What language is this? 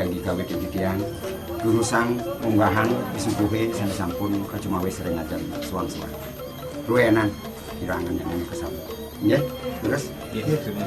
Balinese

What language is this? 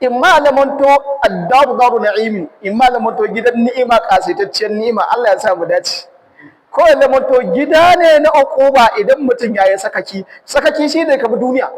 Hausa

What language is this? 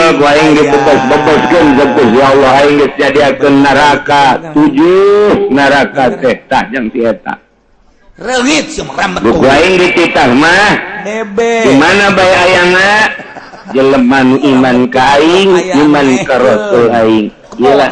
Sundanese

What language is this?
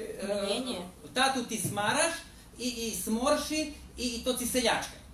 Rusyn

